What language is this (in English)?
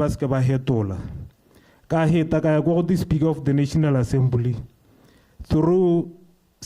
Tswana